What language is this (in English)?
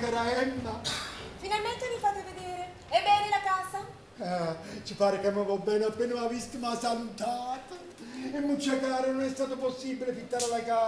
Neapolitan